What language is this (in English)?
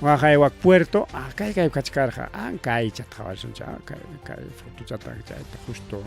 Ayacucho Quechua